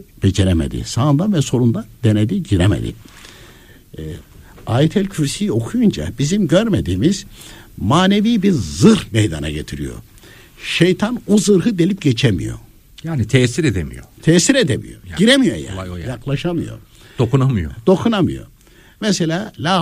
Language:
Turkish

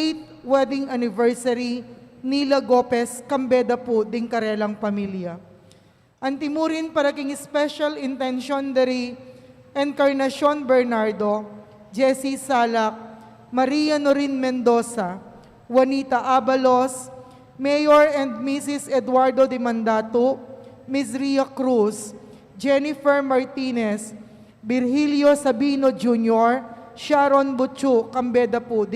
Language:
Pampanga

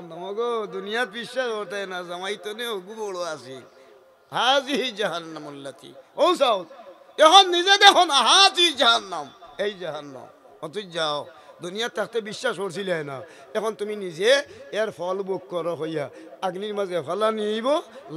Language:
Sylheti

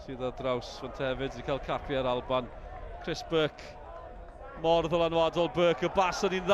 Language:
Welsh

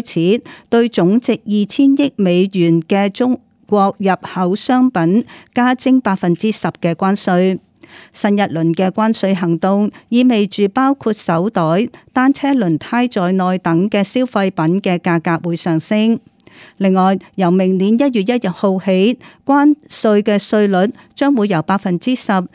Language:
Cantonese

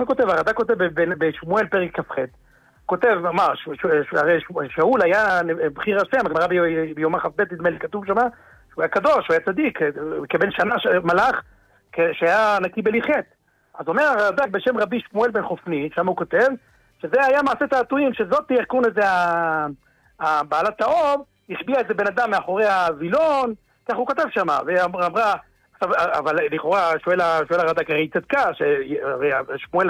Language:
Hebrew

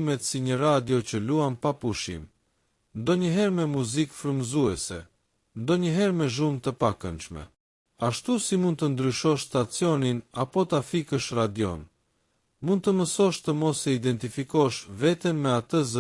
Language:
Albanian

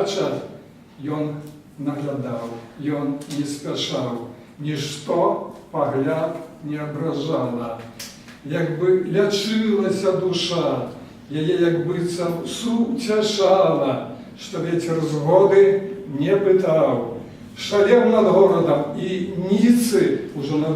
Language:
Belarusian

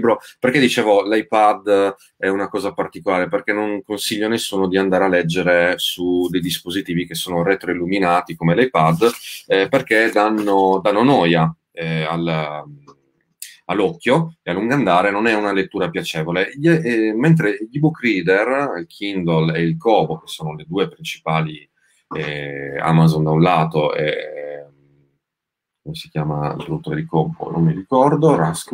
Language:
Italian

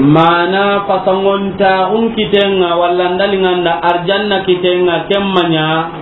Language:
Soninke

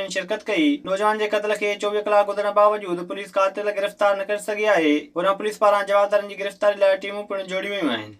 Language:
Sindhi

